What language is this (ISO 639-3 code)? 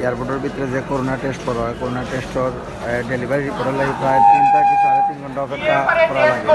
syl